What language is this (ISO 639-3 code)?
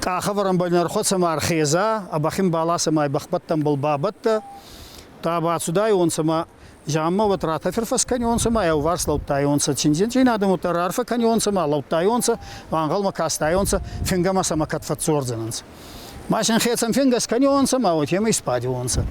oss